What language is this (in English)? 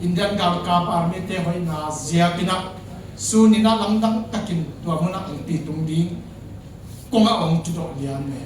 Tedim Chin